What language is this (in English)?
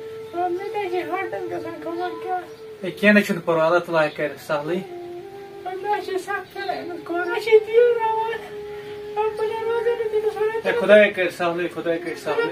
Kashmiri